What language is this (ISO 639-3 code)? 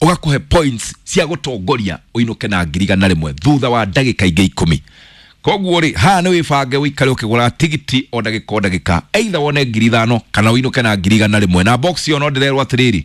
kik